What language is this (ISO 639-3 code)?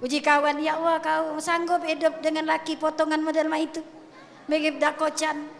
mui